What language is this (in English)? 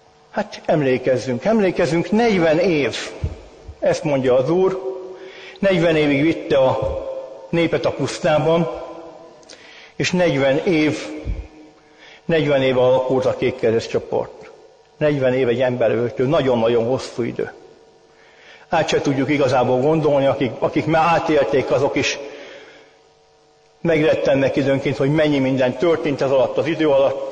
Hungarian